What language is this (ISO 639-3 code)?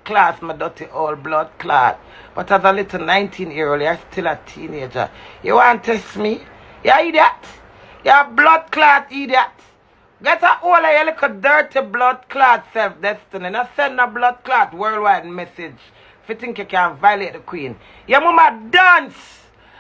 jam